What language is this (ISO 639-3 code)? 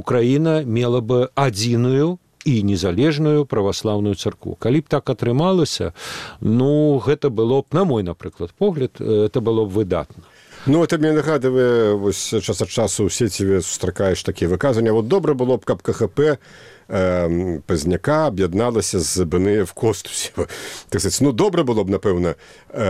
bel